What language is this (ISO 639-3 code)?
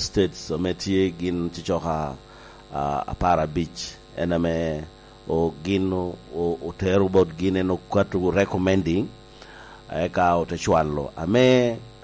laj